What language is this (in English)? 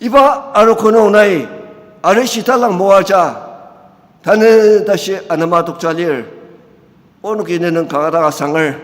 Ao Naga